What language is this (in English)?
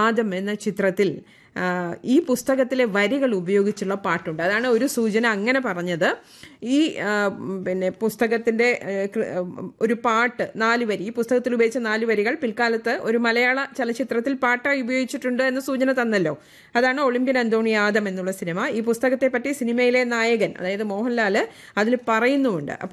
Malayalam